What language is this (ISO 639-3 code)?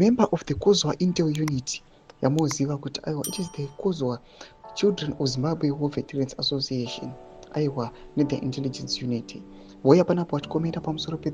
sna